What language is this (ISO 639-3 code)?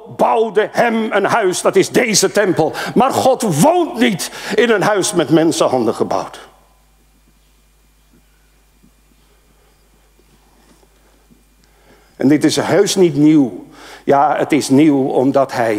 nld